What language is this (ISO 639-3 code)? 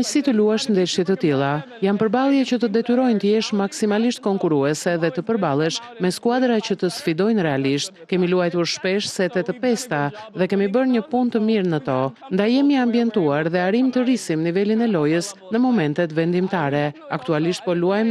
sqi